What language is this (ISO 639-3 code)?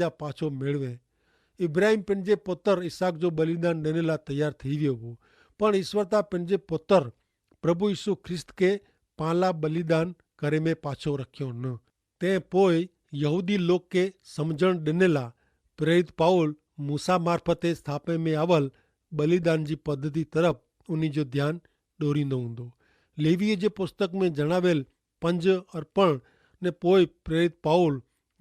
kfr